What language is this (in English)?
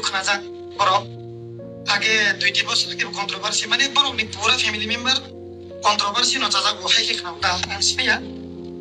Kok Borok